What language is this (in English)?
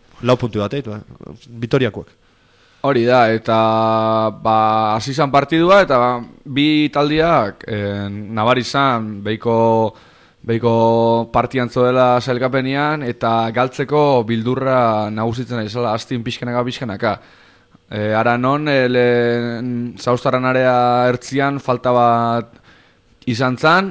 Basque